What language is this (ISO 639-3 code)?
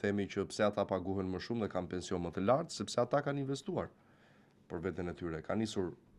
sqi